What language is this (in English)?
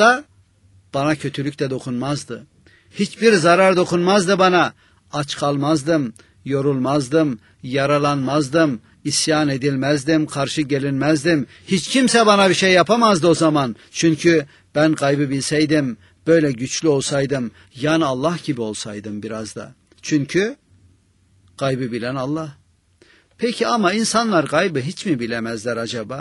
Turkish